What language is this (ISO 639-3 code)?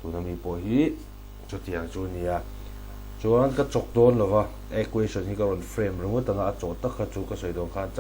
lus